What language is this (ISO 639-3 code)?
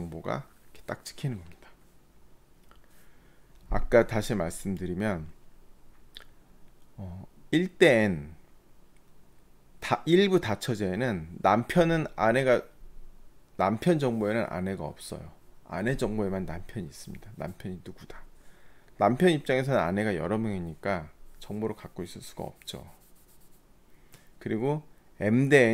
kor